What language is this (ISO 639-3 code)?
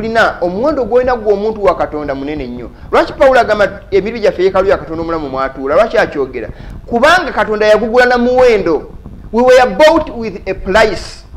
lug